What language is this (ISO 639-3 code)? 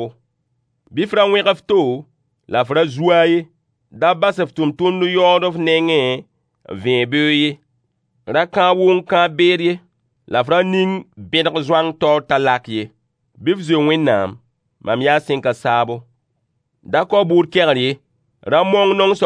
mos